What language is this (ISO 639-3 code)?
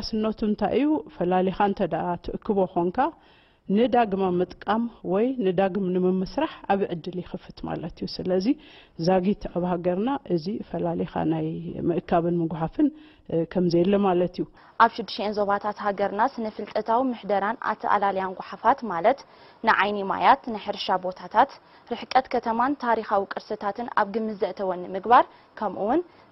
tir